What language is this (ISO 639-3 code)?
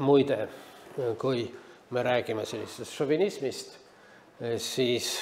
est